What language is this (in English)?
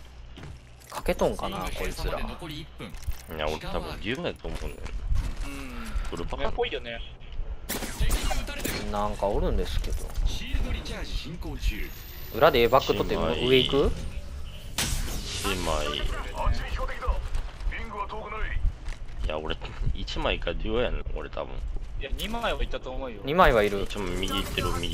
Japanese